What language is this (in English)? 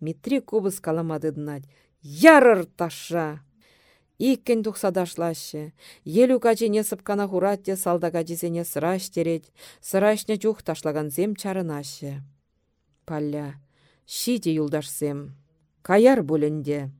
Chuvash